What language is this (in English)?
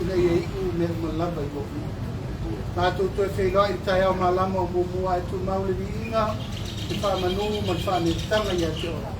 Samoan